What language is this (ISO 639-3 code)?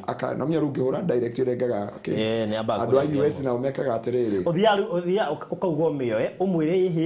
kik